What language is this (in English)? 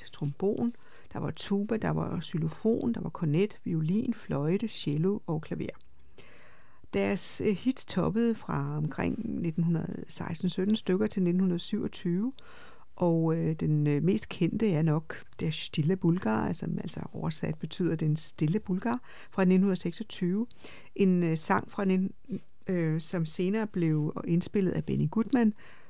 Danish